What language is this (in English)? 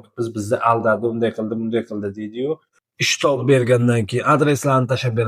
Uzbek